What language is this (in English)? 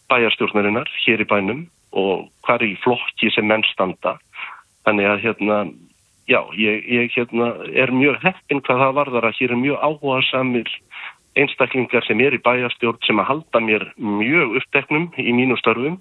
Icelandic